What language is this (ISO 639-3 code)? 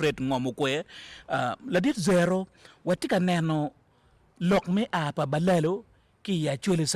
ach